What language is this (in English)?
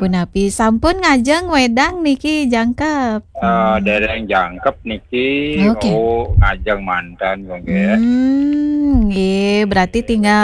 Balinese